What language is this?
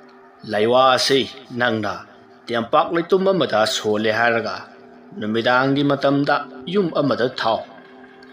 Manipuri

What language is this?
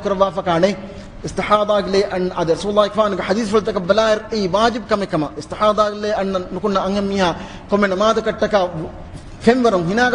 Divehi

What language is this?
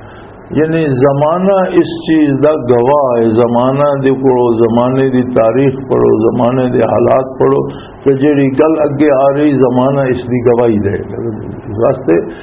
Western Panjabi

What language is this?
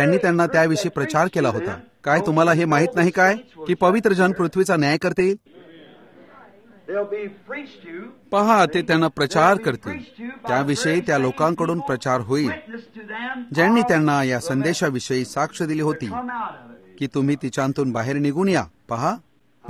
Marathi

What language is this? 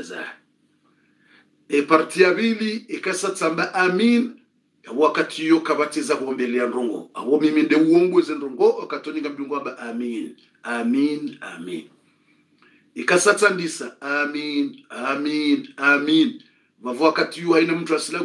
Swahili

